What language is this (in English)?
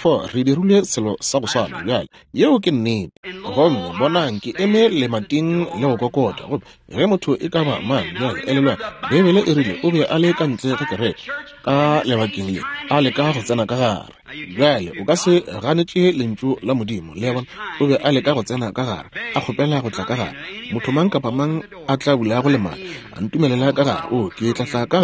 Northern Sotho